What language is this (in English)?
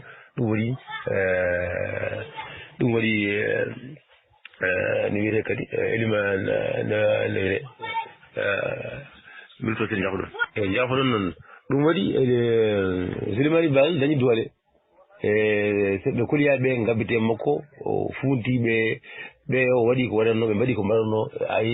Fula